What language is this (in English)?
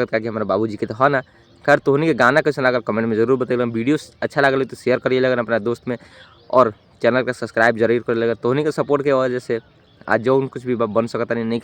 Bhojpuri